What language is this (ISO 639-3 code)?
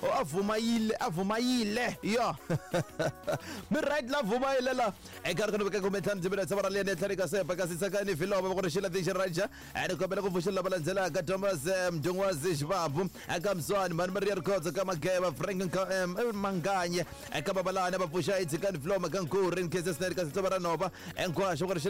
tso